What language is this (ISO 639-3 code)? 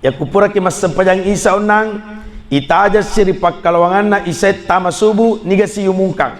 bug